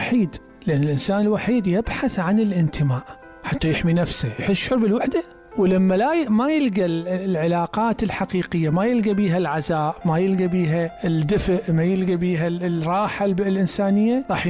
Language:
Mesopotamian Arabic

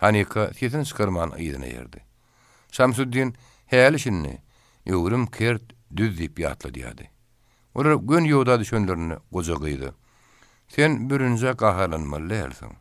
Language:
Turkmen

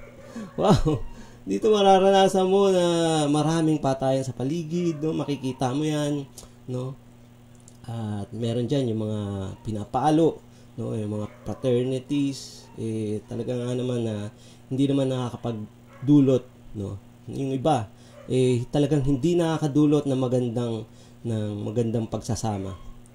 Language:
Filipino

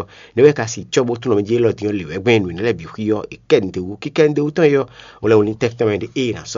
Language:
Fon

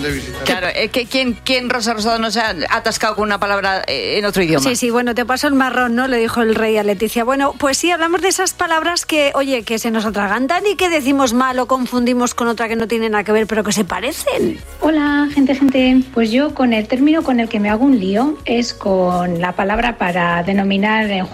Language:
Spanish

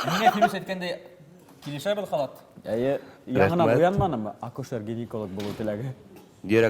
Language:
Bashkir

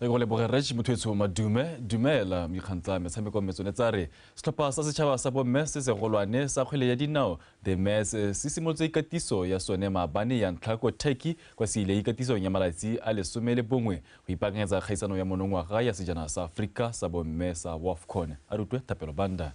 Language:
Tswana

